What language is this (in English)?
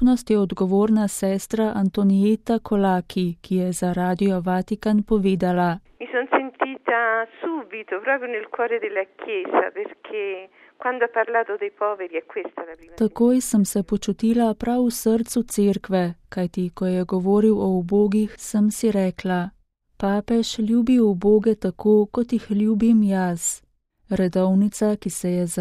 Slovenian